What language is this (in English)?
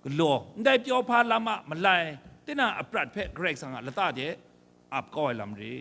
Kachin